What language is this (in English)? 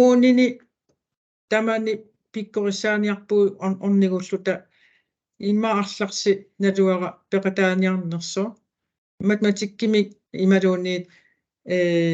Kalaallisut